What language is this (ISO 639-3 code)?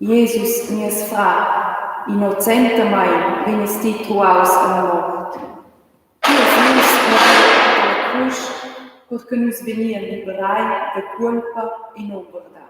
roh